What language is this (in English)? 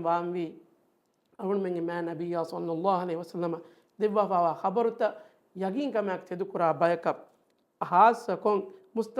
Divehi